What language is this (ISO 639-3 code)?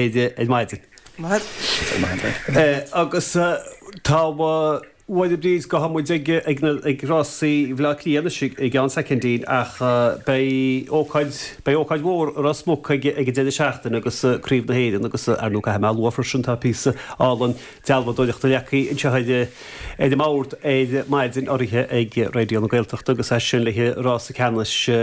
gle